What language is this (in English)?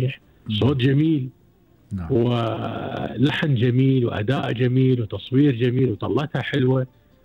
Gulf Arabic